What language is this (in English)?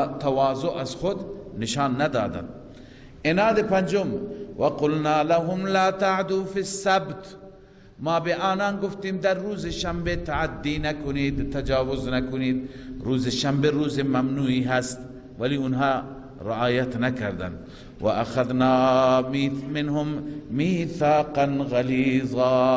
Persian